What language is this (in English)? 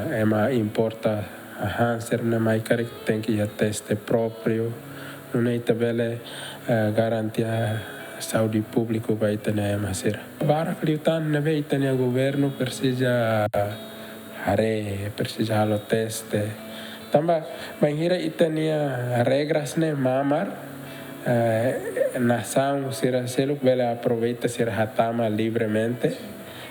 Tetum